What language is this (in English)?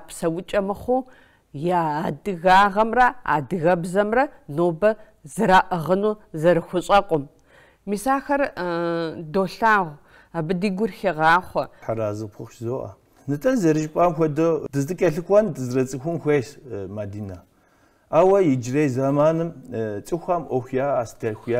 Kabardian